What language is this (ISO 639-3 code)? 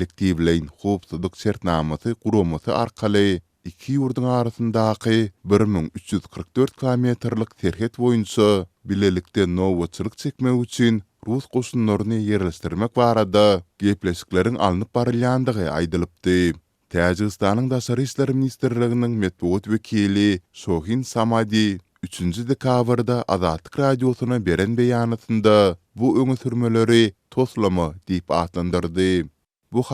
tuk